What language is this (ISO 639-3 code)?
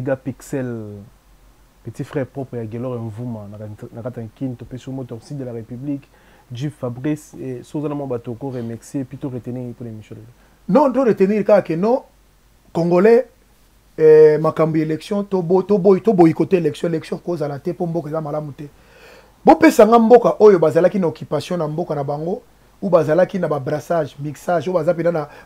lin